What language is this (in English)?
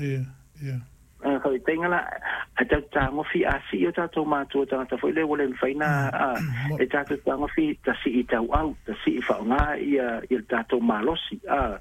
Samoan